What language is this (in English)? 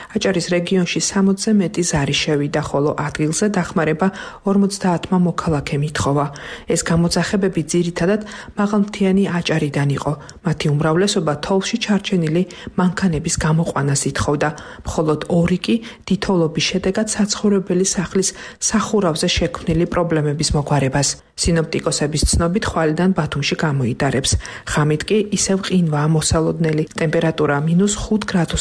Georgian